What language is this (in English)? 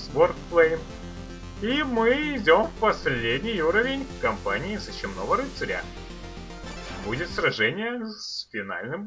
Russian